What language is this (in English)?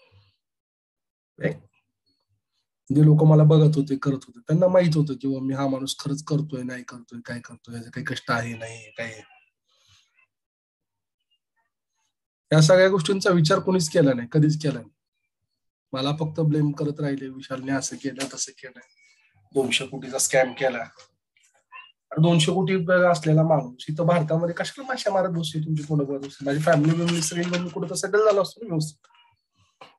Marathi